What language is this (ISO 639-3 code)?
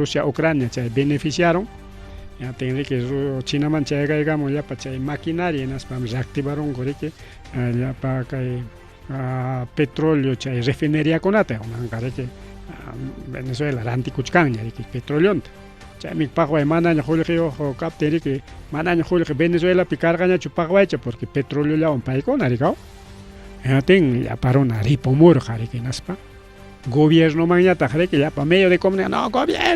quy